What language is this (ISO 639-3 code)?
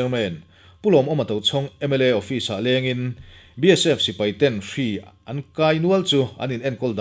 lus